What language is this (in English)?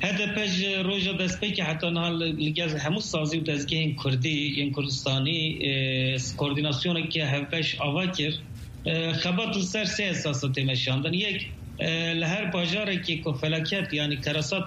Kurdish